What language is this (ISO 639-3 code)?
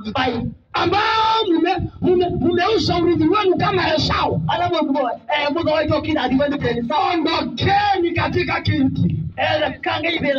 swa